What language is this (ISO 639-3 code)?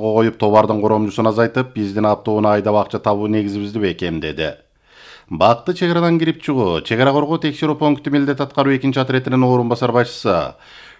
kir